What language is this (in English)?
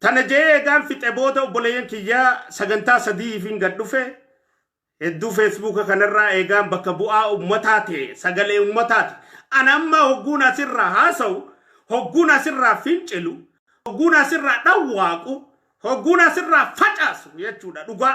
Oromo